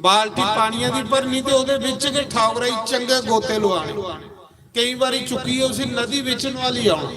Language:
Dogri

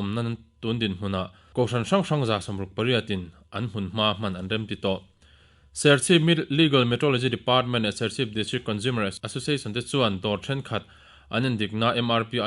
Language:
Mizo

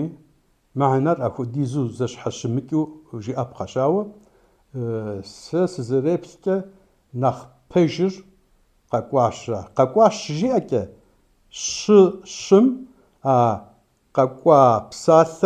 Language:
Kabardian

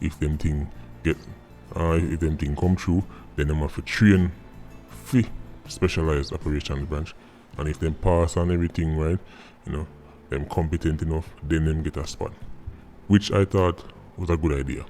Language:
Jamaican Creole English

